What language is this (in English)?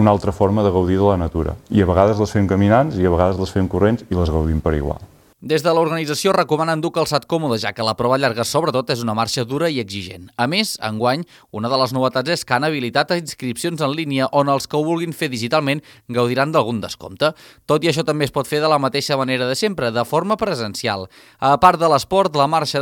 Catalan